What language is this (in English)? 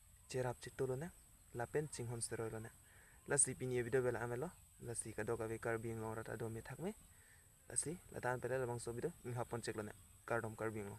Karbi